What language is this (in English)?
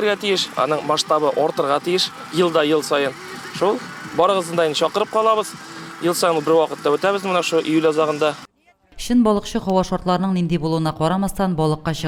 Tatar